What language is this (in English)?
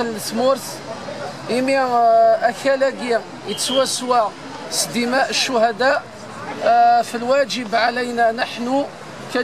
Kabyle